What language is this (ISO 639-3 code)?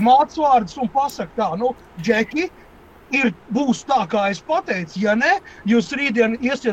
lav